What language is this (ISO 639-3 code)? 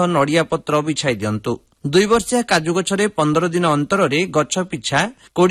ori